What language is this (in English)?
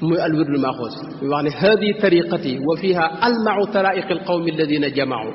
Wolof